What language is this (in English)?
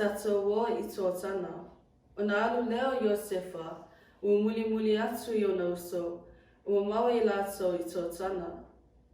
Samoan